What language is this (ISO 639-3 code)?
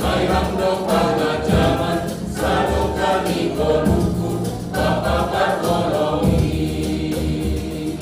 bts